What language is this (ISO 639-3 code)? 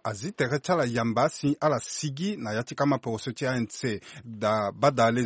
sag